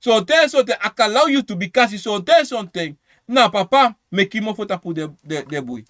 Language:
Sranan Tongo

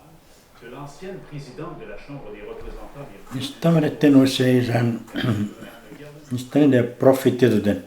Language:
Atikamekw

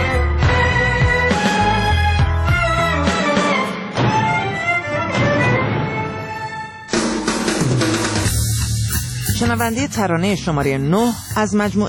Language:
Persian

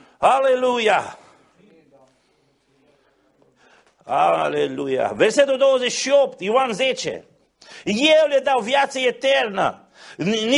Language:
Romanian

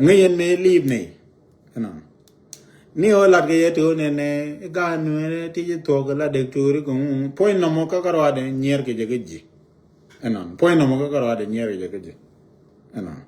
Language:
Nuer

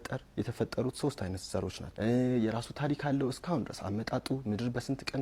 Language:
Amharic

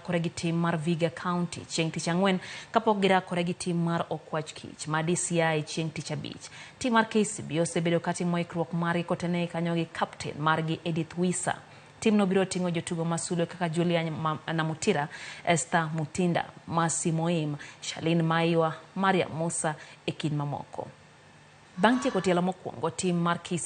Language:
Luo (Kenya and Tanzania)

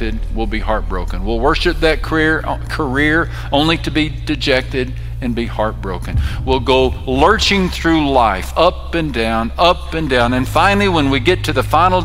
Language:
English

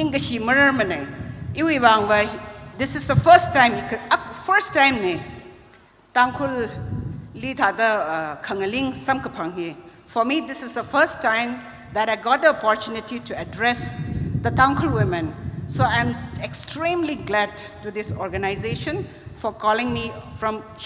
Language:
Tangkhul Naga (India)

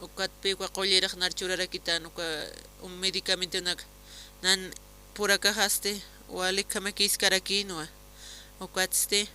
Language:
Aymara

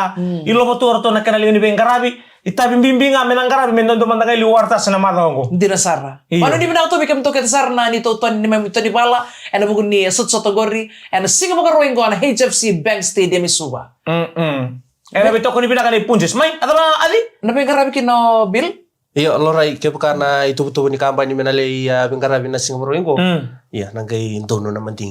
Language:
Fijian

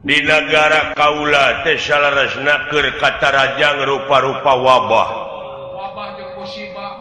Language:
Sundanese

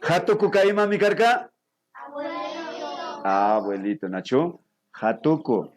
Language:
Imbabura Highland Quichua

